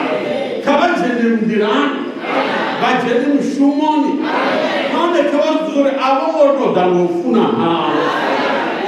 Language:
Venda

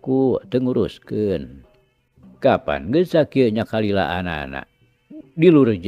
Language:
Sundanese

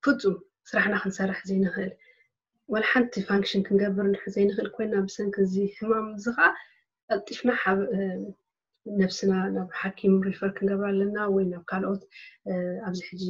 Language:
Tigrinya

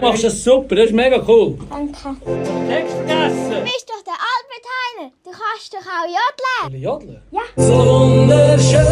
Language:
Swiss German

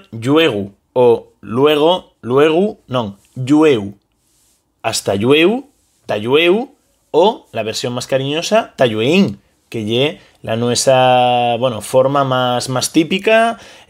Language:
Asturian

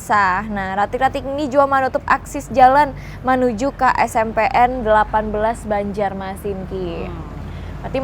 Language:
Banjar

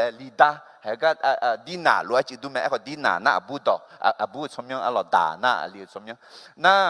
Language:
Akha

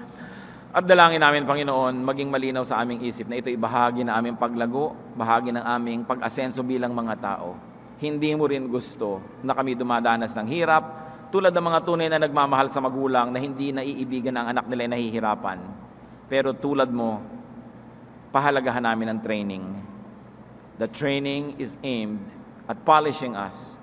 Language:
Filipino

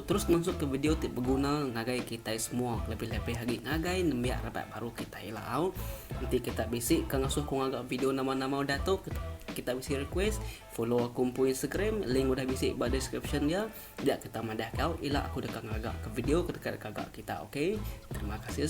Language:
Iban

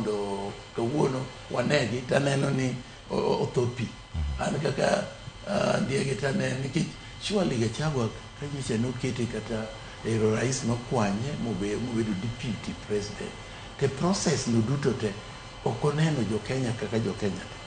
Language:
Luo (Kenya and Tanzania)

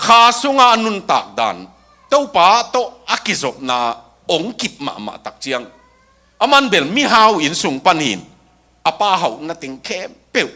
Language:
Tedim Chin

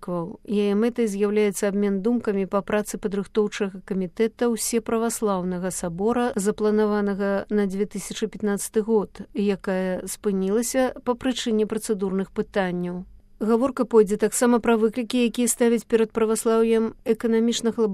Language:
Belarusian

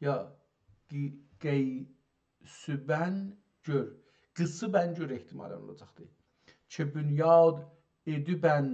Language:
South Azerbaijani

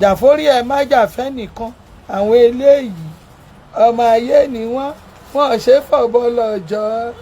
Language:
Yoruba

